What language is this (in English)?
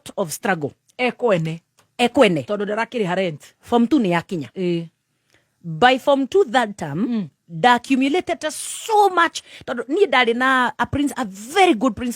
Kikuyu